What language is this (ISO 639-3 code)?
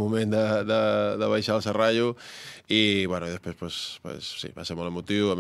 cat